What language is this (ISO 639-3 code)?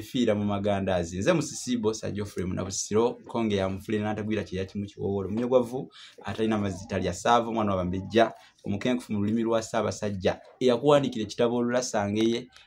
lug